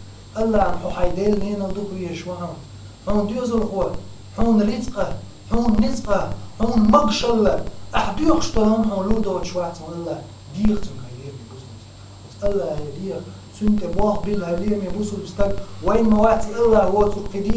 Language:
Chechen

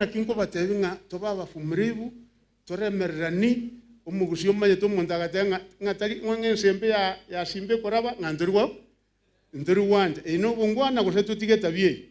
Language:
Gusii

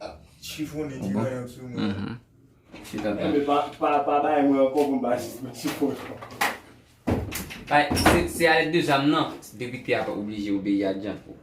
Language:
Haitian Creole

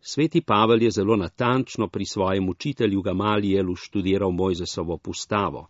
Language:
Slovenian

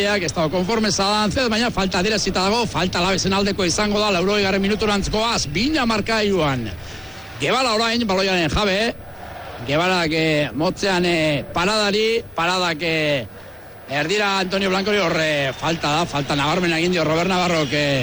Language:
Basque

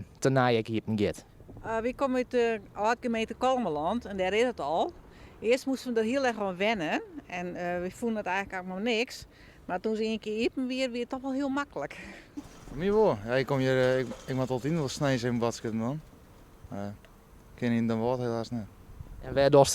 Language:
Western Frisian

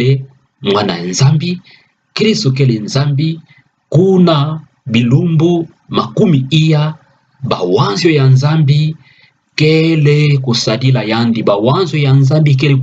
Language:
Kituba (Democratic Republic of Congo)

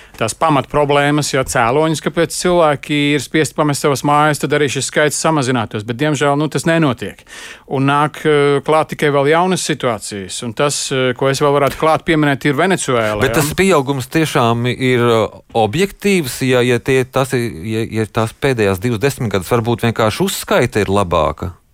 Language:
Latvian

